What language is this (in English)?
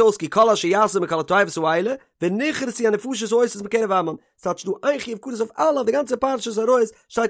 Yiddish